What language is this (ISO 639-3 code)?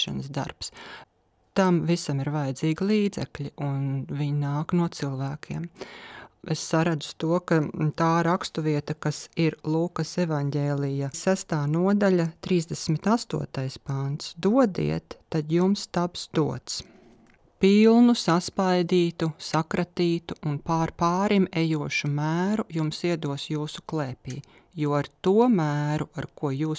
lav